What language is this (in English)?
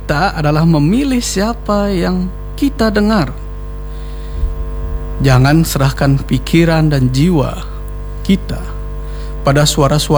Indonesian